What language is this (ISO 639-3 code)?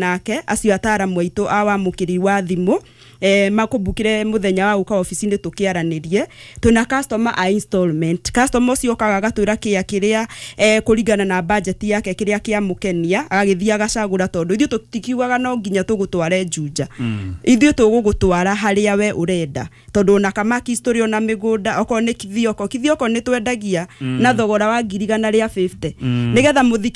kik